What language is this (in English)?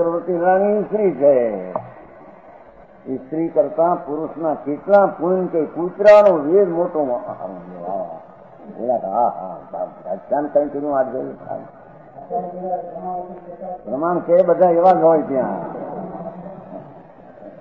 Gujarati